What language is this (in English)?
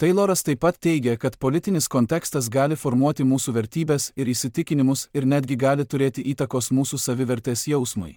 Lithuanian